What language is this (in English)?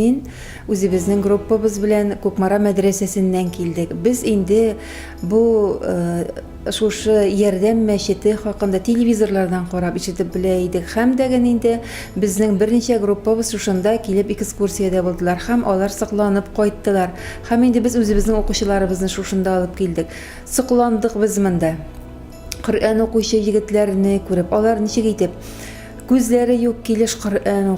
Tatar